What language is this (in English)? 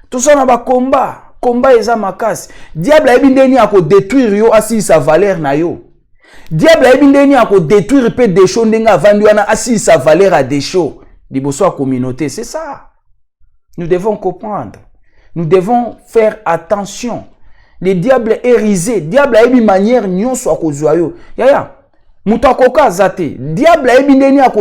Lingala